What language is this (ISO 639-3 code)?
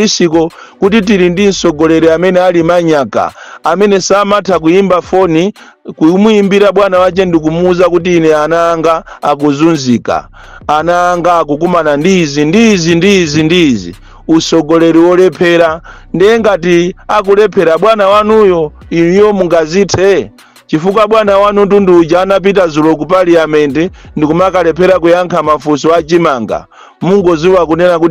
nya